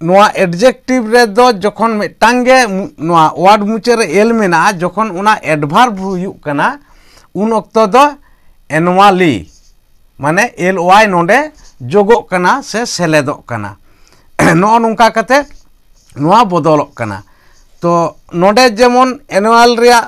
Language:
Santali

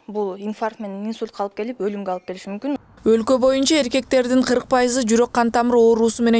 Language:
Kyrgyz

